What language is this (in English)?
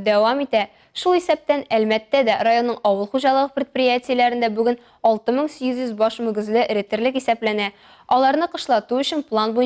Tatar